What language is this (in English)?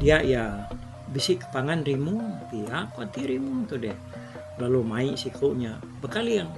Iban